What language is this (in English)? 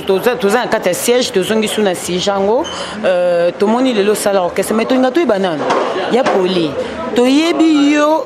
Lingala